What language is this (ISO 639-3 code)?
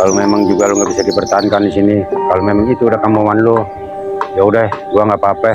bew